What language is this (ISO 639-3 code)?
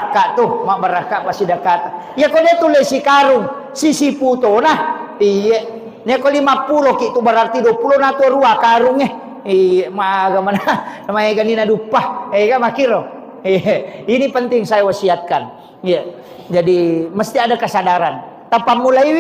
bug